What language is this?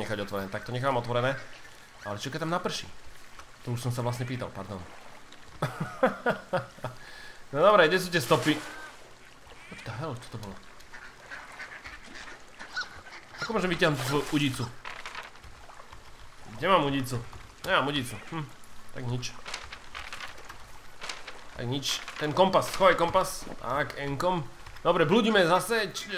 Slovak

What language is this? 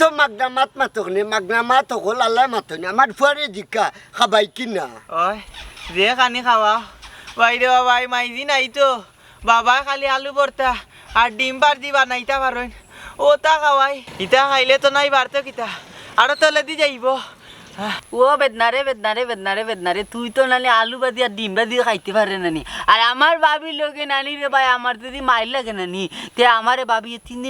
Sylheti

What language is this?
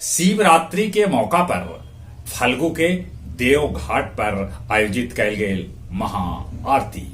Magahi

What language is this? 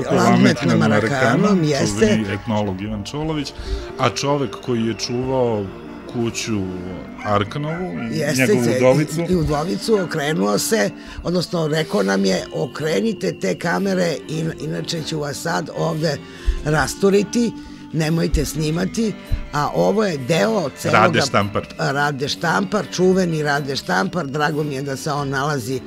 Serbian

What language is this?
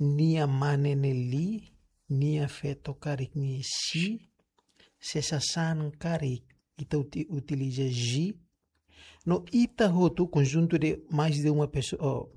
Tetum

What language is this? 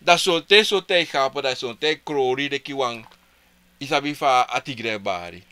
Sranan Tongo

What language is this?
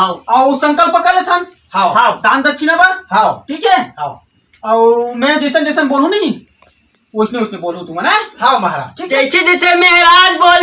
Chhattisgarhi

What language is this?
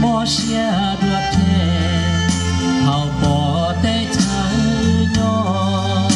Hmong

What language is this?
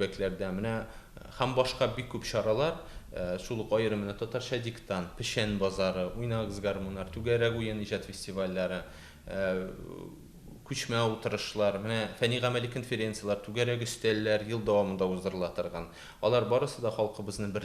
Tatar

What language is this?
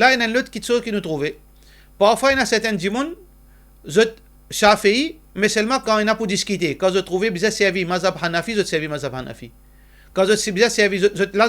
Morisyen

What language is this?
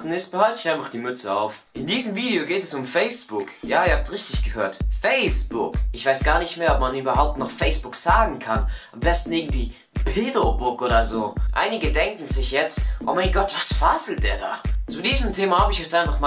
Swiss German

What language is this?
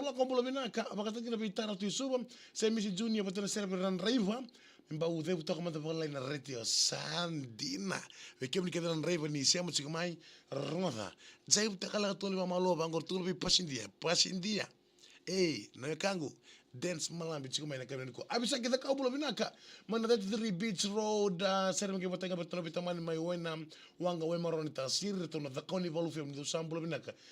Fijian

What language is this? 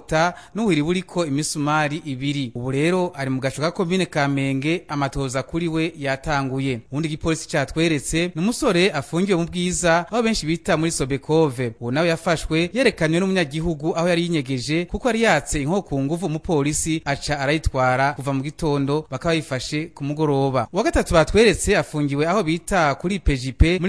Rundi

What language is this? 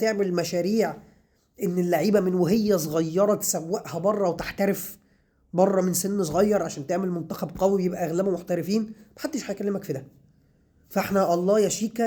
Egyptian Arabic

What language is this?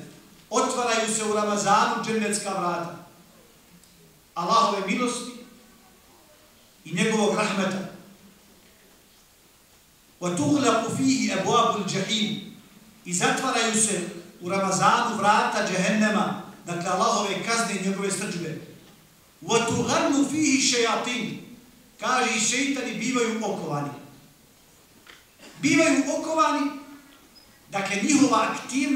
Bosnian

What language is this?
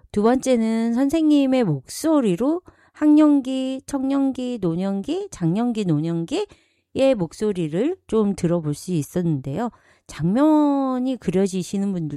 Korean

